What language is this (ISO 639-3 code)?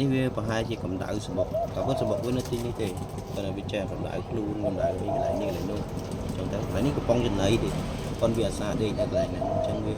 khm